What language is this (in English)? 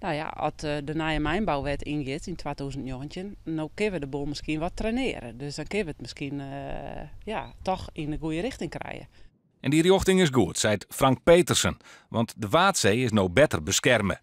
Western Frisian